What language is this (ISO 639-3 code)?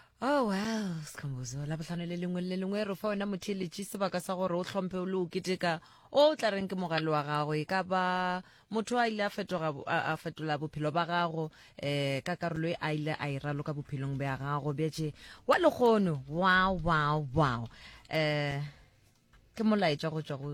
nso